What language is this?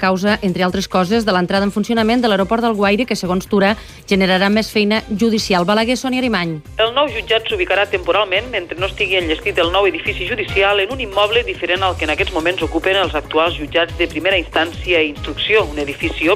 Catalan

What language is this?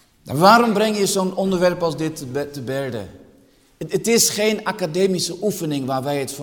Dutch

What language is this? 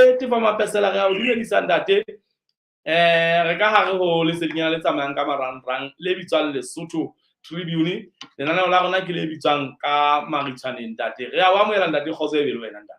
Southern Sotho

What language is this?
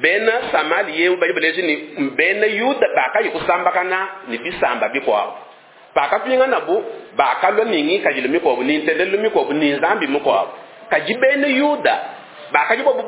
Luba-Lulua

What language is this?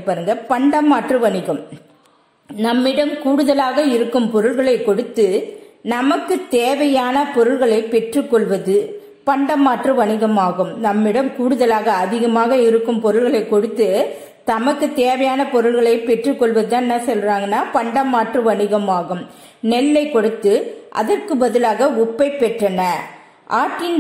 Tamil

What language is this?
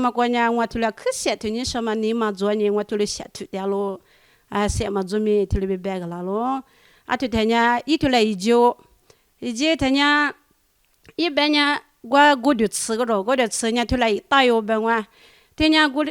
Lisu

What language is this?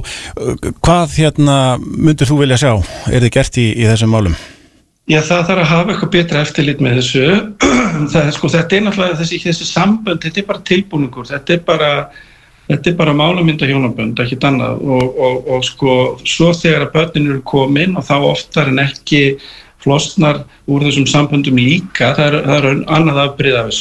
Icelandic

